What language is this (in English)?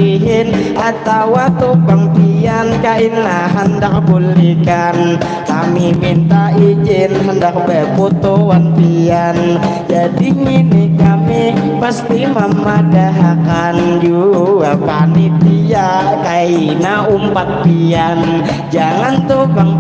Banjar